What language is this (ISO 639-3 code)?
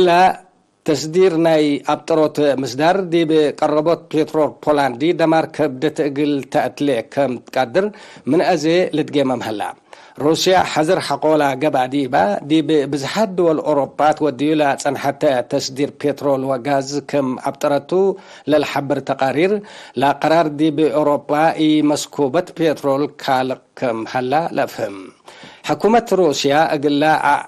tig